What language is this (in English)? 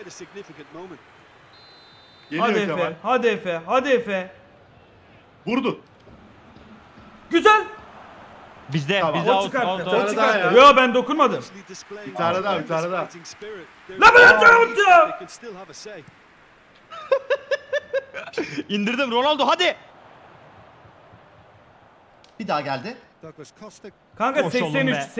Turkish